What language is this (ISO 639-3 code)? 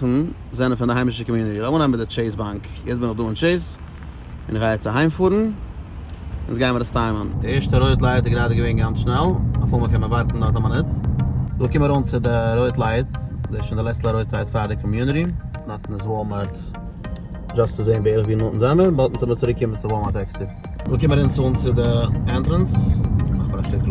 yid